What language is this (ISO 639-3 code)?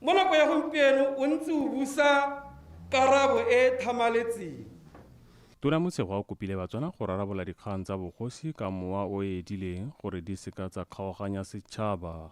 tsn